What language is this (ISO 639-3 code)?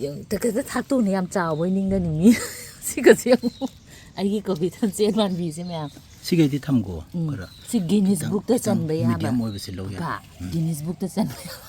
mni